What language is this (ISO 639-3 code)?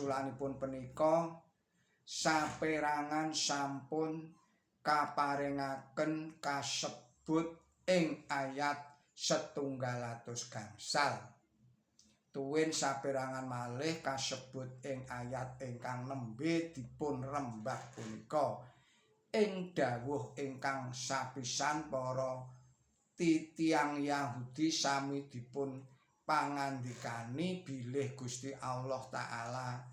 jav